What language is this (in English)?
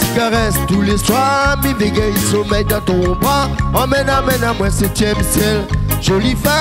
Réunion Creole French